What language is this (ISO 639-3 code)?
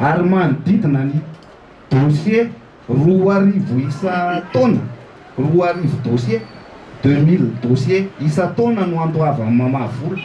mlg